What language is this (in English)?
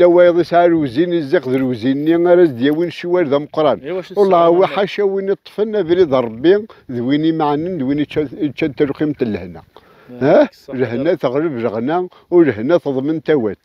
Kabyle